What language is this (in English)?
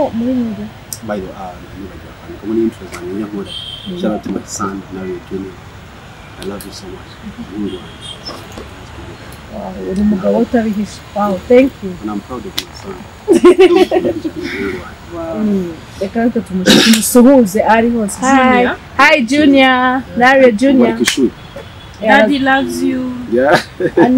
Kinyarwanda